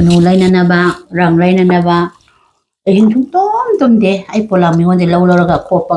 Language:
Manipuri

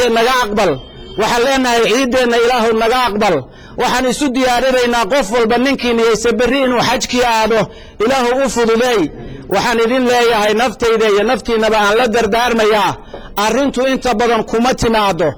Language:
Somali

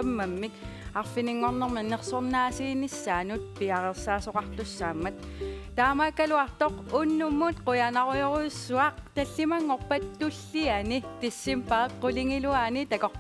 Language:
Kalaallisut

